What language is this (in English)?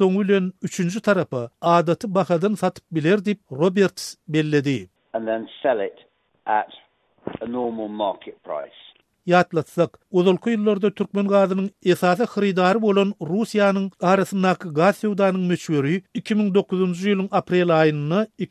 Turkmen